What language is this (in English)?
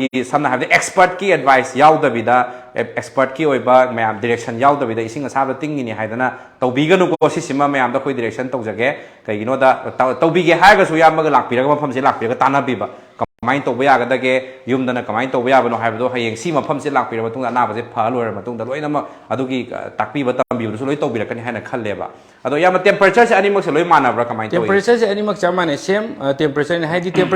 Manipuri